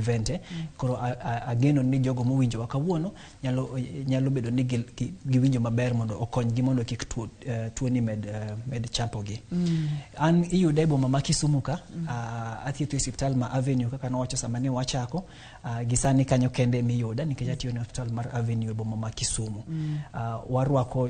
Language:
Luo (Kenya and Tanzania)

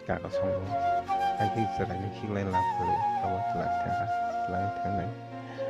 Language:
Kok Borok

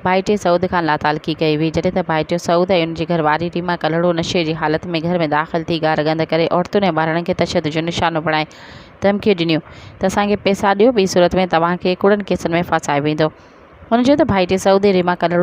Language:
Sindhi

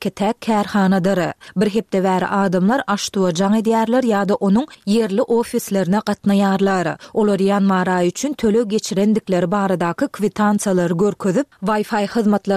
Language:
Turkmen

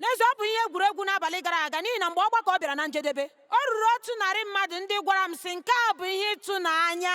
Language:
Igbo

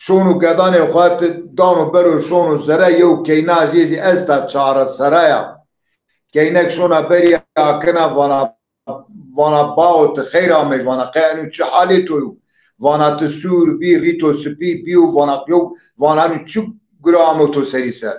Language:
Zaza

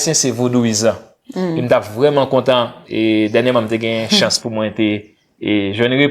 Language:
Haitian Creole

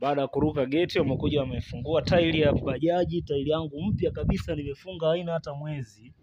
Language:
Swahili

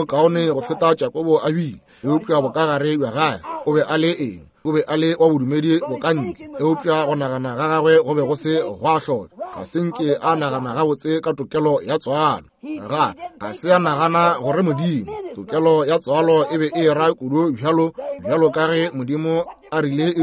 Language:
Northern Sotho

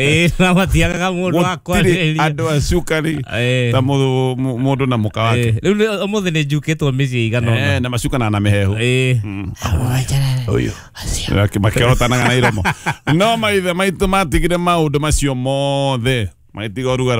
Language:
Kikuyu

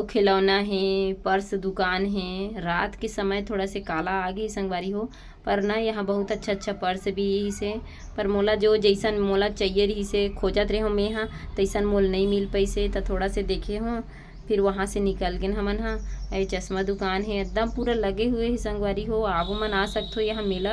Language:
Chhattisgarhi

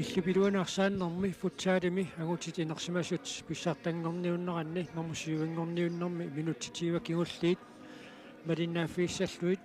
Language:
Kalaallisut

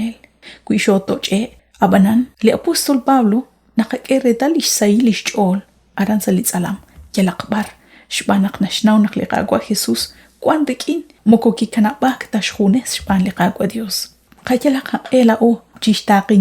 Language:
Kekchí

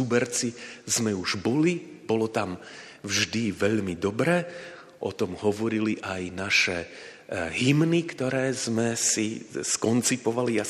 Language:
Slovak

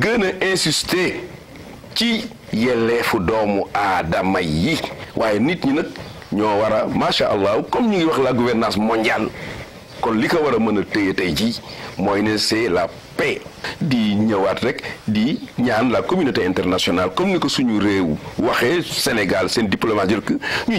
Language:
Wolof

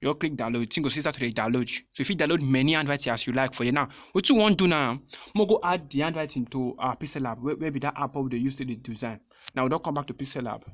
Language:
Nigerian Pidgin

